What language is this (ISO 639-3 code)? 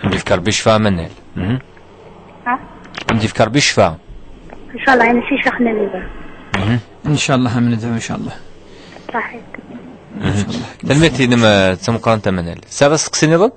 kab